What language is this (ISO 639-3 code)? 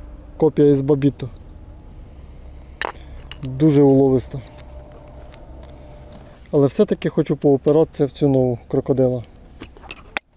ukr